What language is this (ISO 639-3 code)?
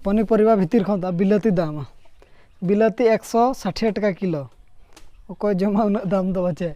sat